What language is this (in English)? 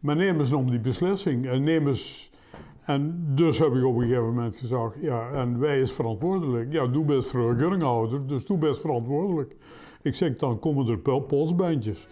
Limburgish